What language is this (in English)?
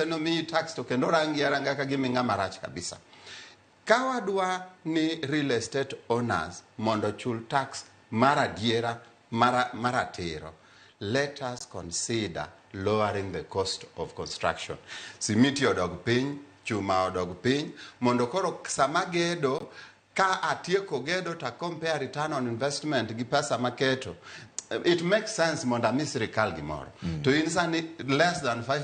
Luo (Kenya and Tanzania)